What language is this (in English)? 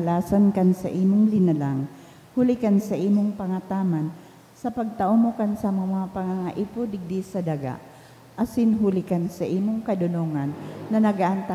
Bikol